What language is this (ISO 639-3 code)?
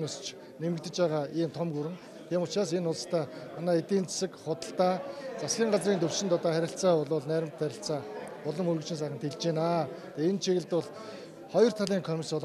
mon